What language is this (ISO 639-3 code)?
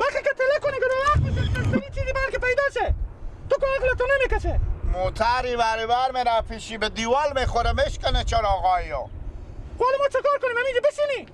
fas